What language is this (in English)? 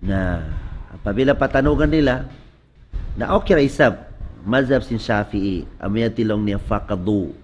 Tausug